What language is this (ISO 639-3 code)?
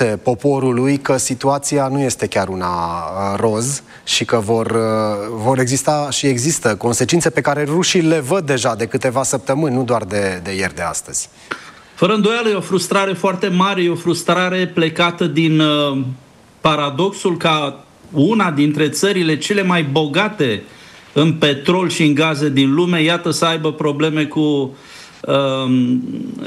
ron